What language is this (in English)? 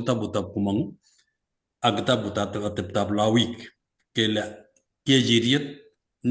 Kalenjin